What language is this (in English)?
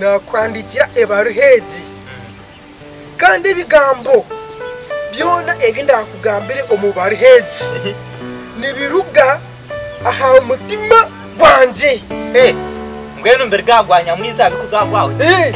Nyankole